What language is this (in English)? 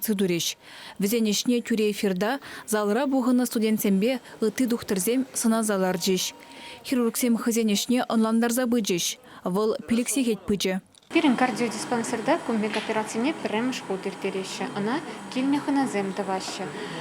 Chuvash